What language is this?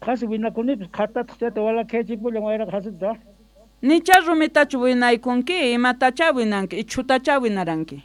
Quechua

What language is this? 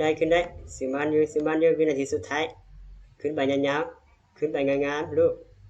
Lao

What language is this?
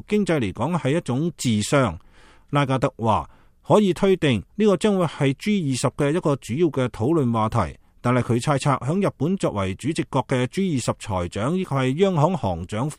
Cantonese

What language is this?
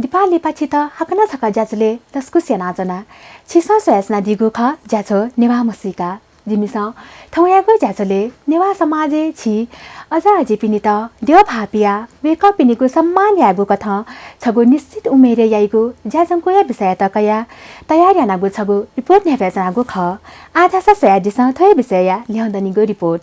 Newari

